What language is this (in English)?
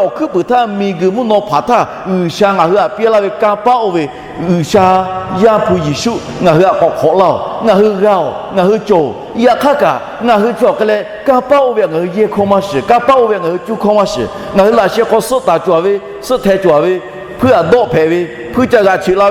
Lahu